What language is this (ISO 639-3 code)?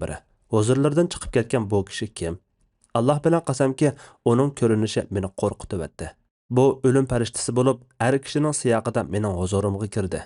uig